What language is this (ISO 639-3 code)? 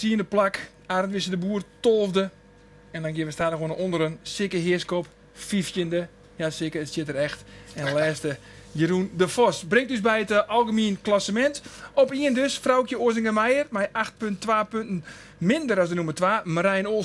fry